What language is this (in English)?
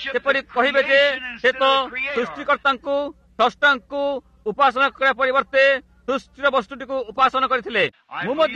Odia